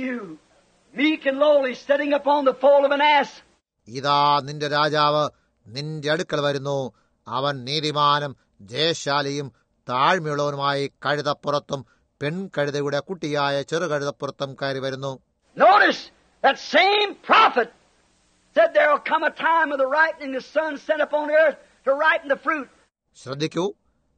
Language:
Malayalam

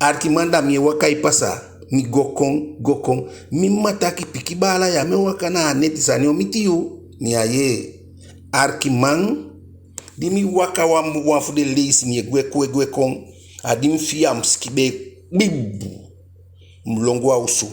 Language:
Eastern Maroon Creole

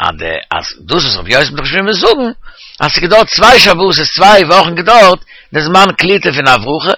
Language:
Yiddish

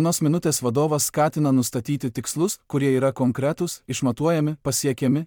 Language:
Lithuanian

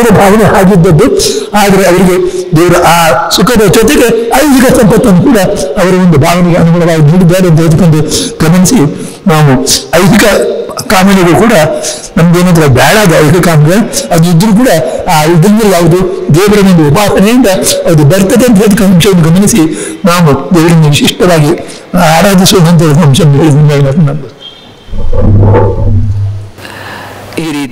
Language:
Kannada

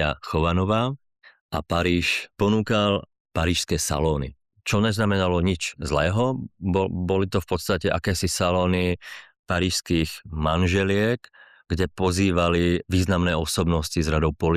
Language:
Slovak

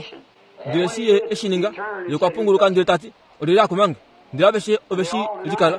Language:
Kuanyama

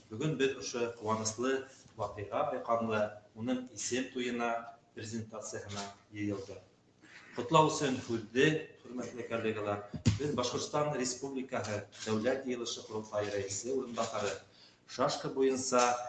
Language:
Bashkir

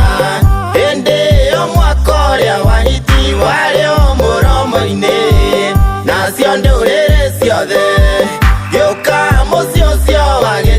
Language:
Kikuyu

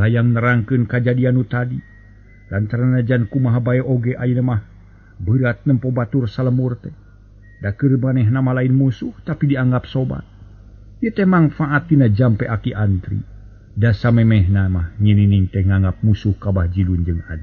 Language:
Sundanese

